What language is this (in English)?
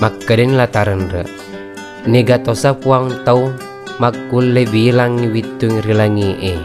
Buginese